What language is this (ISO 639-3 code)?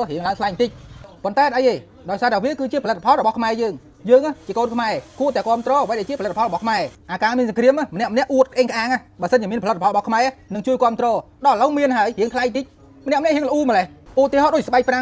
khm